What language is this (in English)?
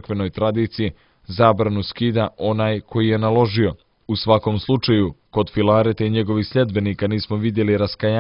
Serbian